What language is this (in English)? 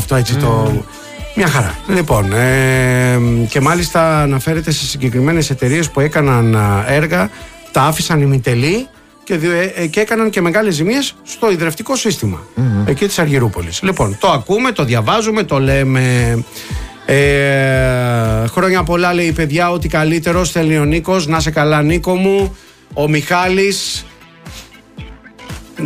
Greek